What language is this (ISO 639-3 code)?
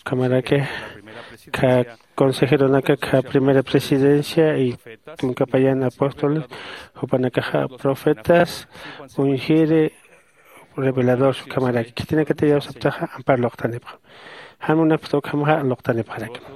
aym